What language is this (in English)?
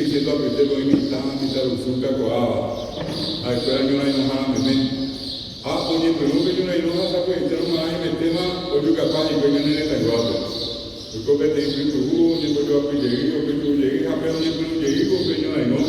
Guarani